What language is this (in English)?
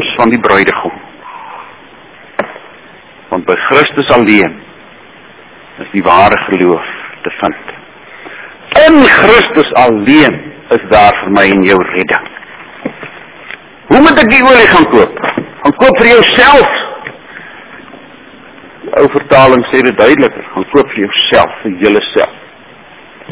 Afrikaans